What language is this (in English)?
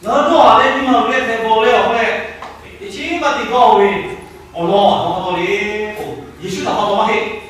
Lahu